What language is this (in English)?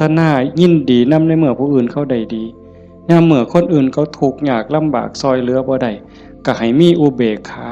Lao